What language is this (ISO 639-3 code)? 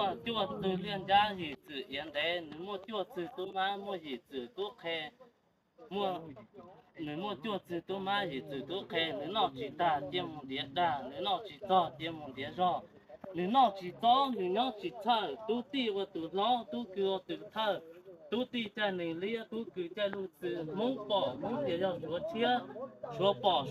hmn